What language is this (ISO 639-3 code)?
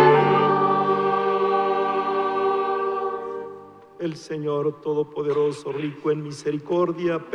spa